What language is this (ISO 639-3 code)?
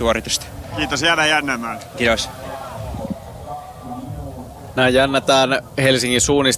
fin